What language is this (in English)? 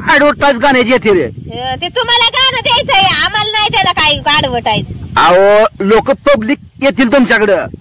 Marathi